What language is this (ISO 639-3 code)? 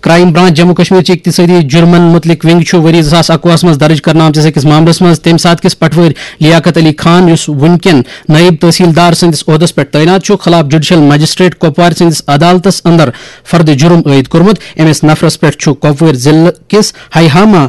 kas